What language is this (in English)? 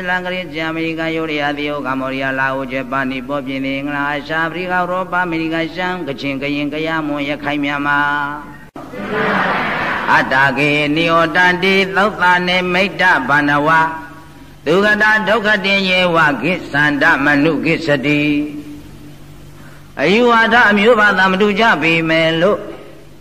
Burmese